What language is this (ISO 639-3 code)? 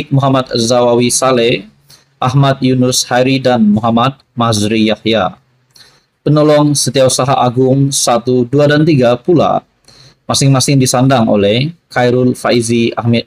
msa